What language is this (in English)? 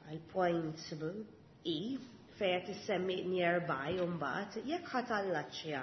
Maltese